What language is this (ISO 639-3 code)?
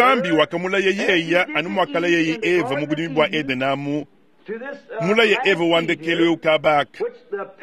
lua